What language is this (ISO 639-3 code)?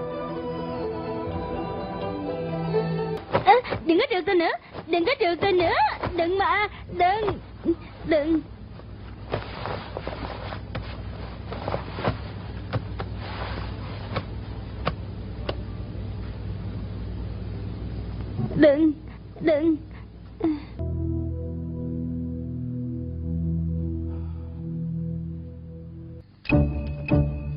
vie